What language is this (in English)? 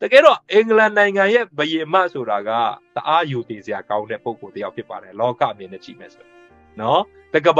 Burmese